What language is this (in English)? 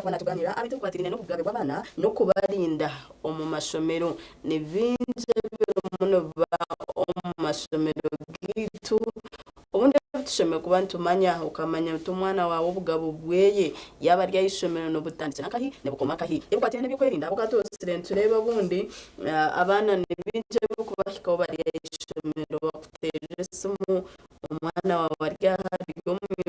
Nyankole